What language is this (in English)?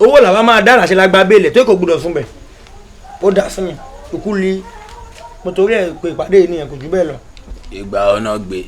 Yoruba